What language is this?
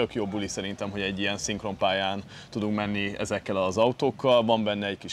Hungarian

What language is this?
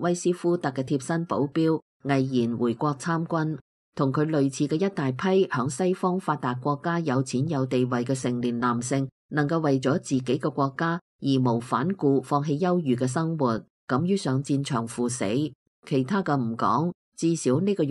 Cantonese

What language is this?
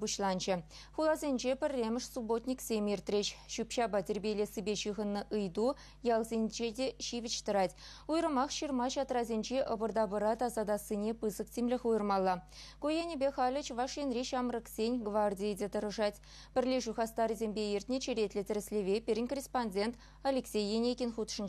Chuvash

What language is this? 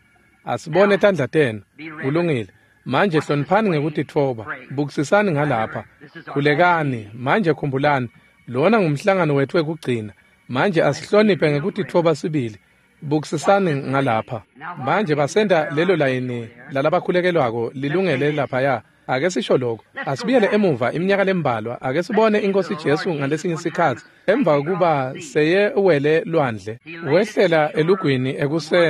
Swati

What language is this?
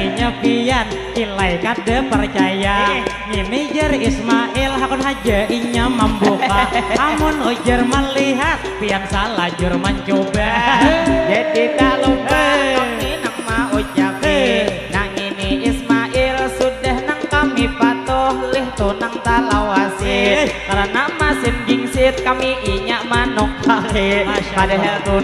Banjar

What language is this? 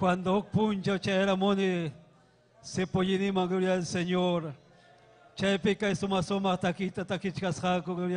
Ayacucho Quechua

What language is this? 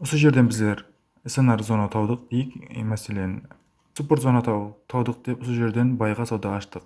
Kara-Kalpak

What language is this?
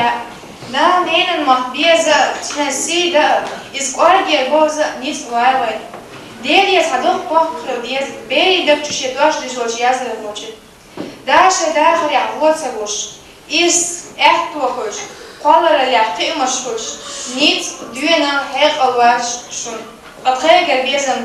Chechen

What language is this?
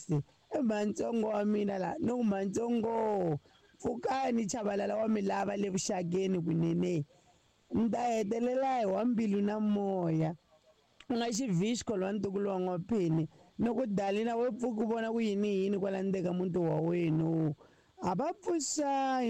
Tsonga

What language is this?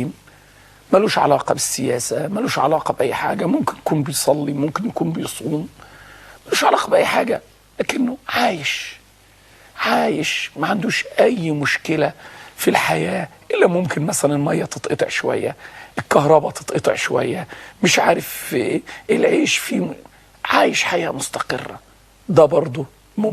Egyptian Arabic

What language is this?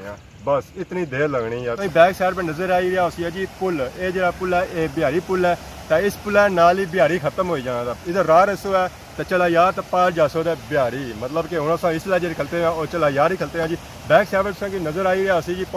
Pahari-Potwari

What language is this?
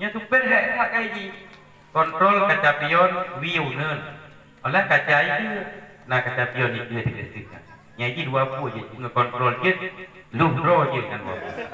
Achinese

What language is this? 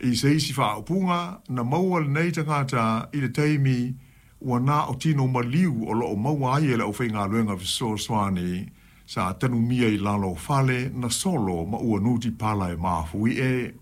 Samoan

